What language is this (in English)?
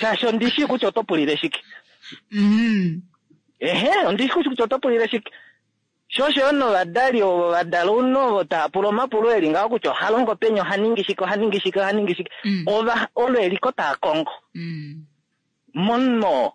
Kuanyama